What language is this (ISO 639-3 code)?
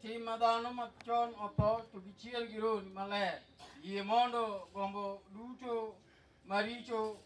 luo